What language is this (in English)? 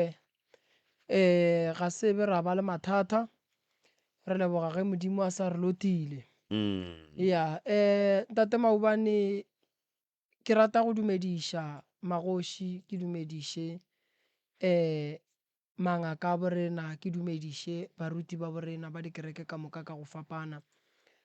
Northern Sotho